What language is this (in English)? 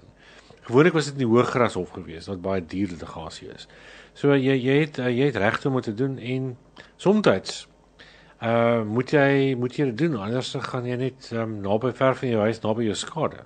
Afrikaans